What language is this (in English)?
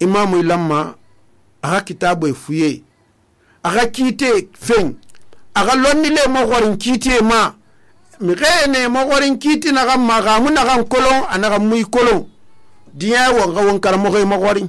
Susu